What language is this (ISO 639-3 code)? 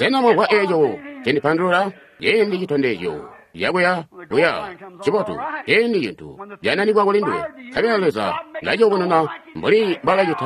toi